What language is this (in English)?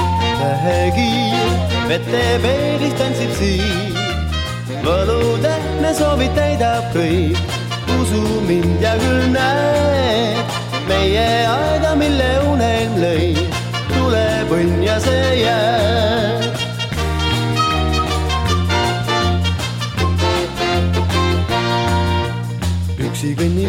Estonian